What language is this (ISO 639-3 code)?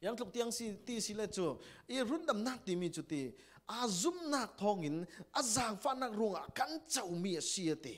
cfm